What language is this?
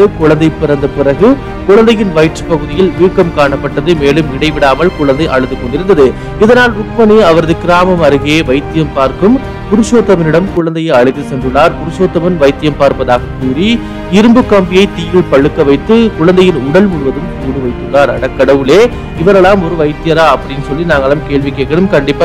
Tamil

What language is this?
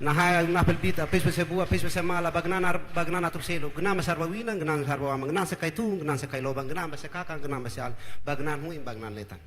Tetum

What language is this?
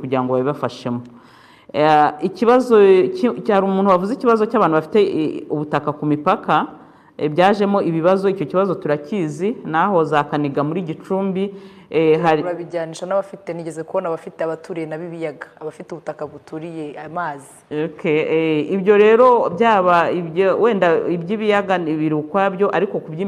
Kinyarwanda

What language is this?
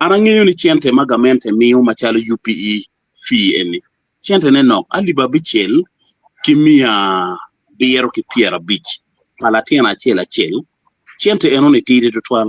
Acoli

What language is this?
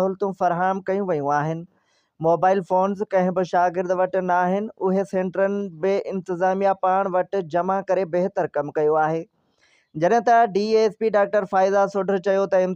Sindhi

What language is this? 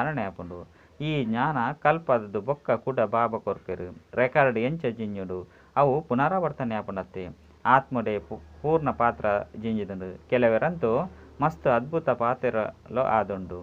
Tulu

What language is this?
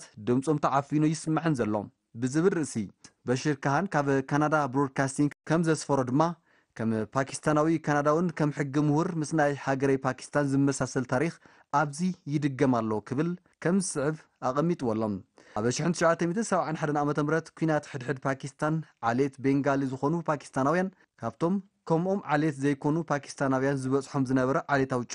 Tigrinya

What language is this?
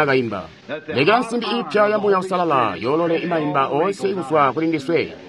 Tonga (Zambia)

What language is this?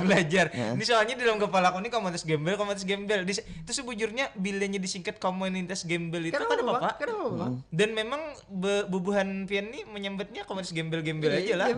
Banjar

